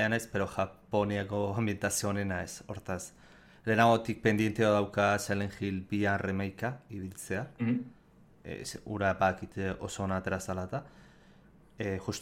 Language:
Basque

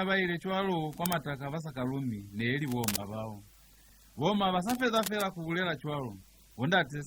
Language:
Lozi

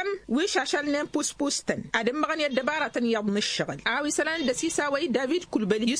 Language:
Tamasheq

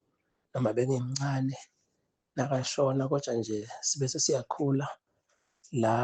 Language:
Zulu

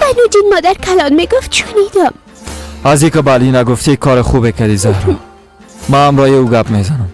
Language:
Persian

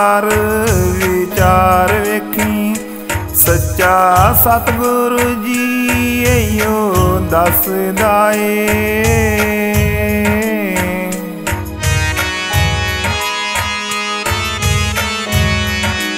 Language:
Punjabi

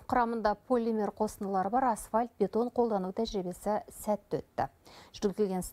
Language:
Kazakh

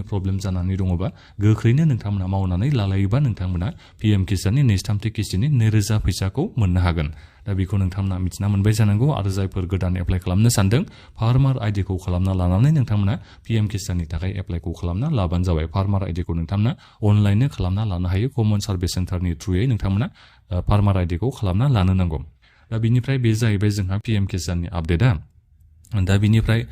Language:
Bodo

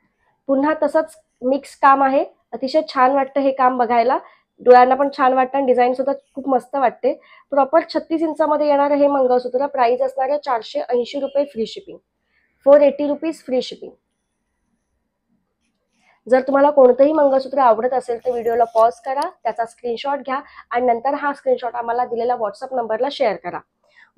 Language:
Marathi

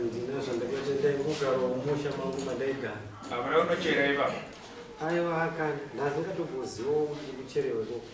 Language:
Shona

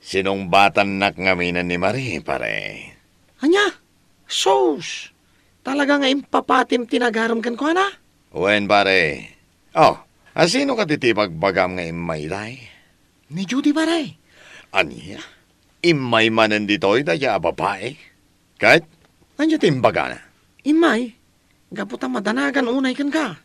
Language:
Iloko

